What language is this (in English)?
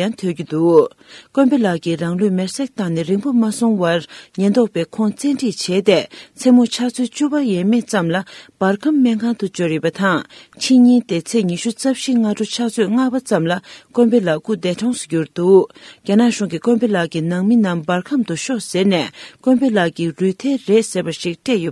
Tibetan